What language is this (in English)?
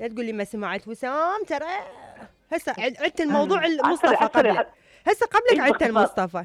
Mesopotamian Arabic